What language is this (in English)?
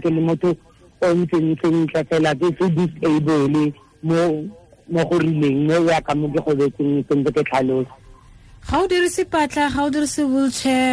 Tswana